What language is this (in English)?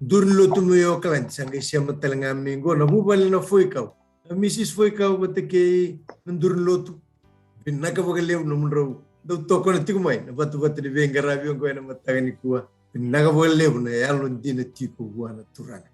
Fijian